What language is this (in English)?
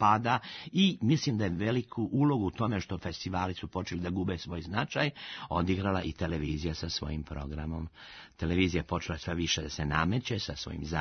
Serbian